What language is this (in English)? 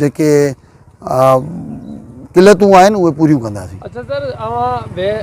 Sindhi